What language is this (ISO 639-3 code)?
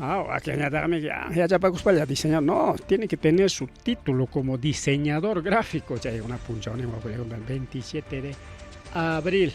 quy